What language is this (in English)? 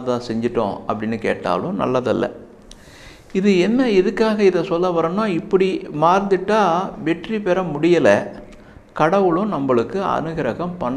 Tamil